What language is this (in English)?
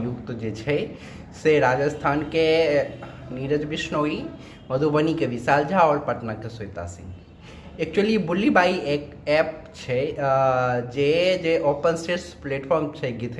Maithili